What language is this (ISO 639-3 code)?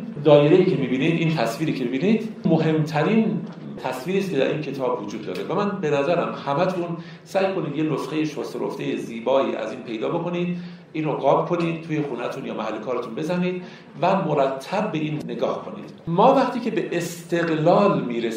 fas